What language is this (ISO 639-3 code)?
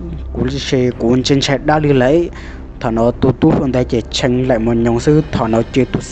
hmn